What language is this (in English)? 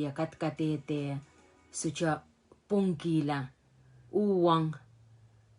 Pohnpeian